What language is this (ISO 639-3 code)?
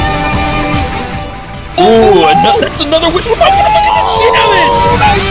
eng